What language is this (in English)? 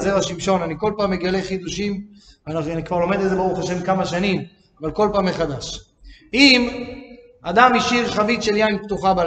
Hebrew